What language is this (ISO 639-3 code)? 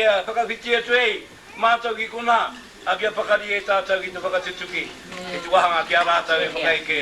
mri